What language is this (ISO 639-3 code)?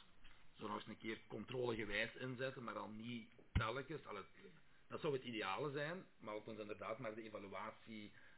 nld